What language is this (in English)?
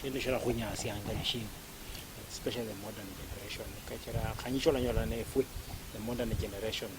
Luyia